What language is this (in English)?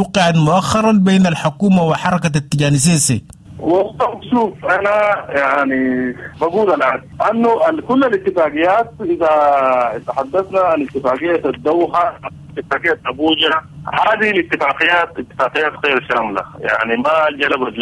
Sudanese Arabic